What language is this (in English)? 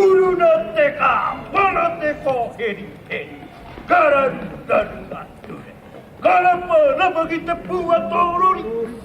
Māori